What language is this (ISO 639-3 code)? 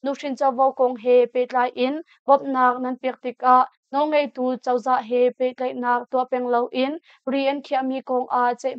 cnh